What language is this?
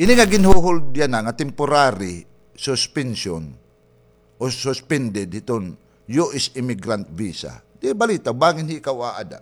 Waray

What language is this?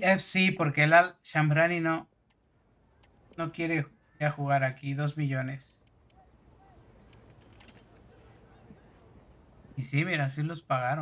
Spanish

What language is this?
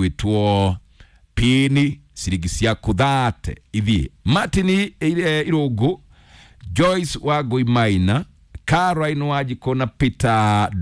Kikuyu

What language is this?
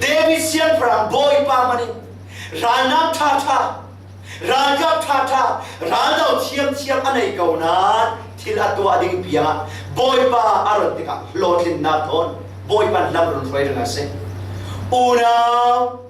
Falam Chin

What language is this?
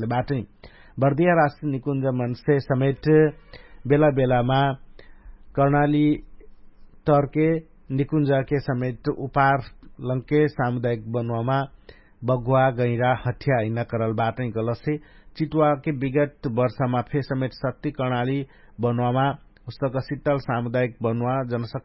Dangaura Tharu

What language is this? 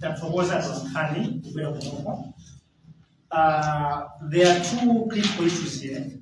Nyanja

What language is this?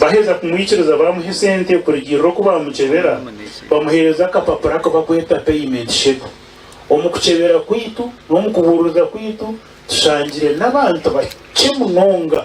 Nyankole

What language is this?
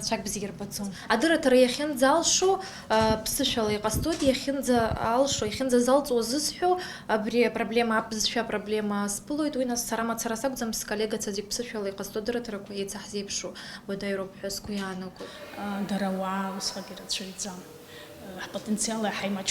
Abkhazian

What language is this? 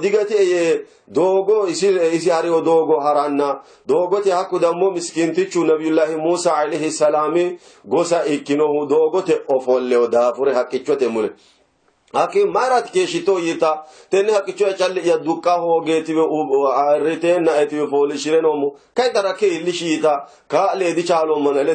Sidamo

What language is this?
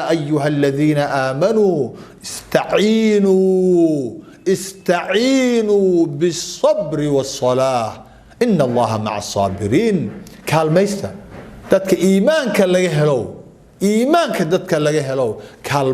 Somali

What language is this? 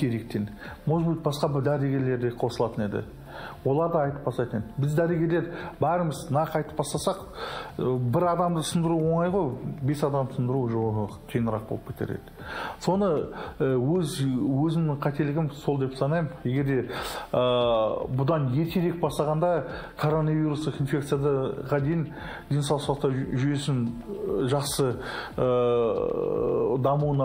Kazakh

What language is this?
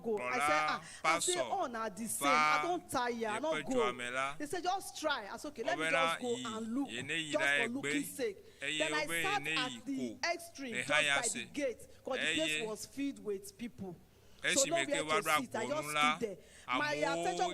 Ewe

